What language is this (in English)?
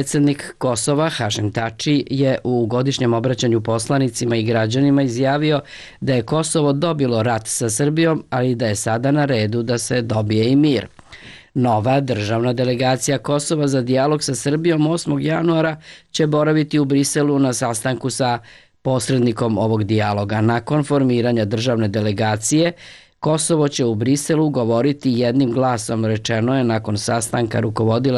Serbian